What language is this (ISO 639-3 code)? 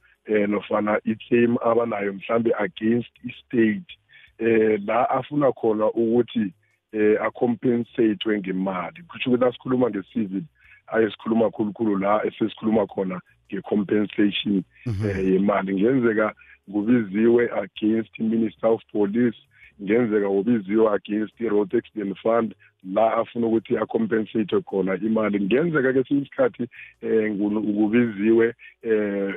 nbl